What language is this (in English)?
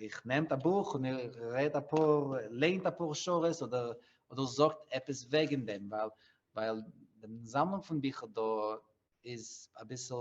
Yiddish